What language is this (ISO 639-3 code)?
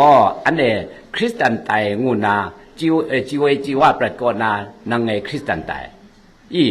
kac